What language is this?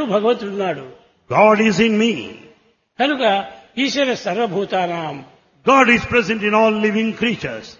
Telugu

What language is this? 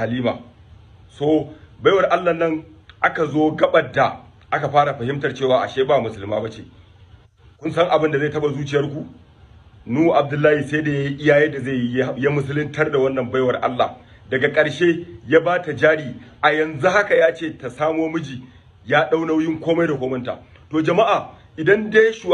Hausa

